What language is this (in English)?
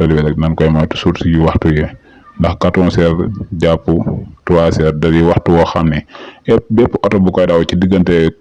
Wolof